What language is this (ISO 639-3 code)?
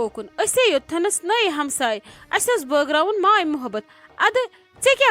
kas